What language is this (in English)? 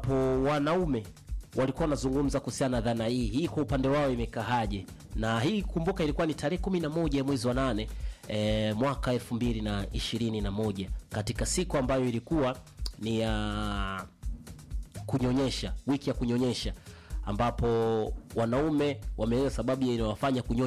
Swahili